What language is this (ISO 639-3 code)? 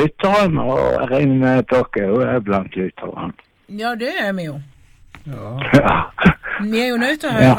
nor